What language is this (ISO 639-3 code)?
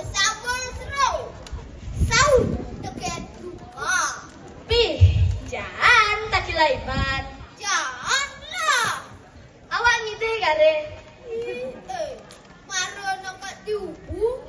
ban